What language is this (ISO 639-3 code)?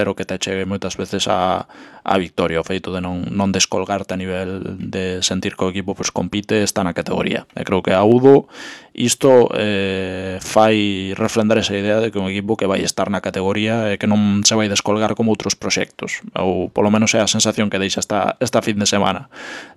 glg